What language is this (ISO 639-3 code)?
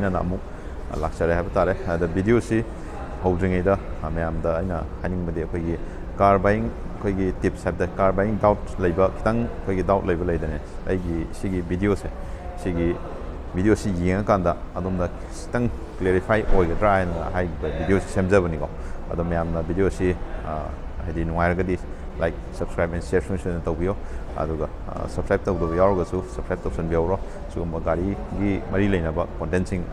mni